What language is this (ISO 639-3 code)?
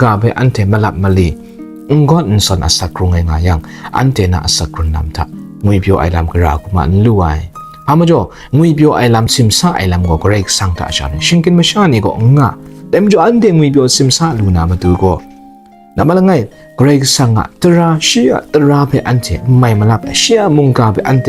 kac